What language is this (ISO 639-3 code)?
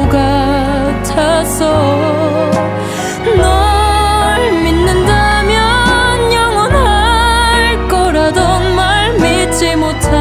kor